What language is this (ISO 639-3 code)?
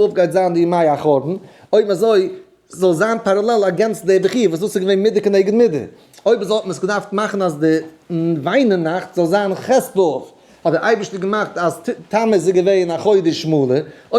yid